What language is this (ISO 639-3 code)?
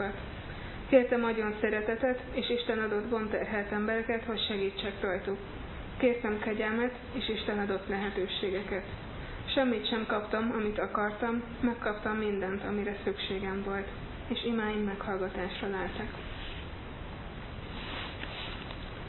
hun